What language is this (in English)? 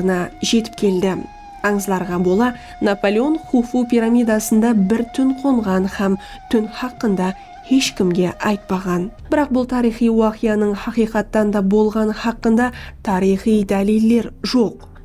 Kara-Kalpak